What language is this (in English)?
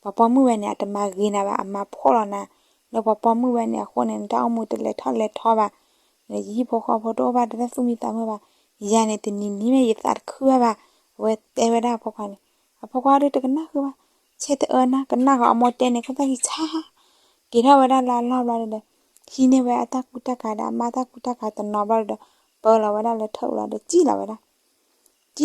S'gaw Karen